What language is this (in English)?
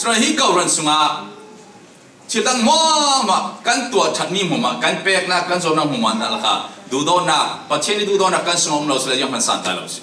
Falam Chin